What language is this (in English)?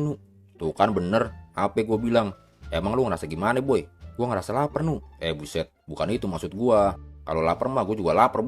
Betawi